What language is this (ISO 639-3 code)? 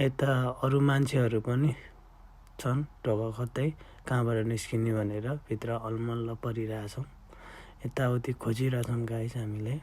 nep